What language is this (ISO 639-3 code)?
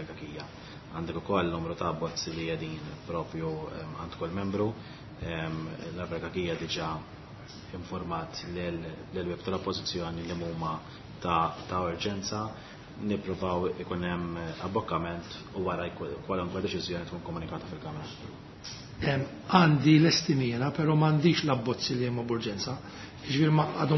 mlt